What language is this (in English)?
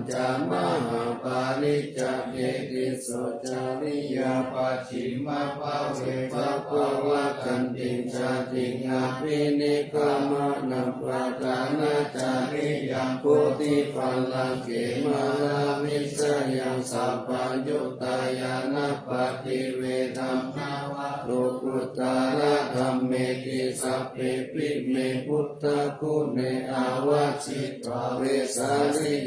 Pali